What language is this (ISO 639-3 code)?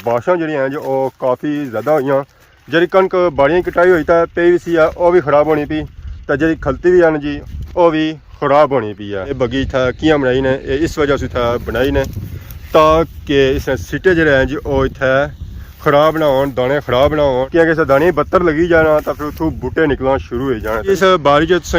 phr